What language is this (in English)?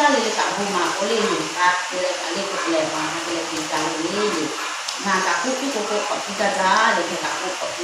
Lahu